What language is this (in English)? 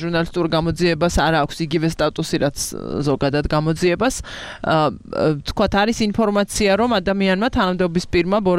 Georgian